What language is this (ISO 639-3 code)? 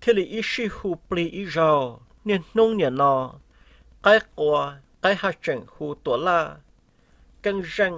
hmn